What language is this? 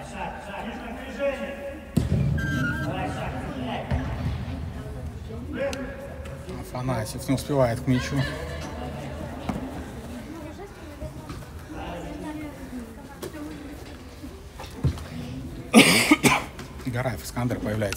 Russian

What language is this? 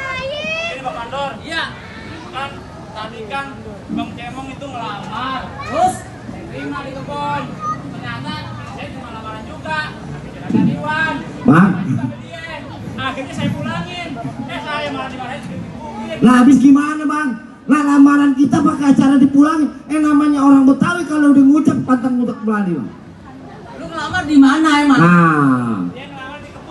Betawi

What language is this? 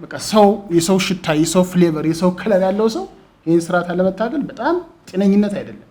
Amharic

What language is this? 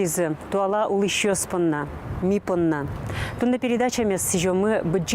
Udmurt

